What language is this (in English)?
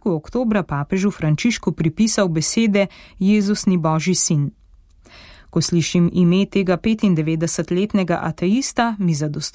Slovenian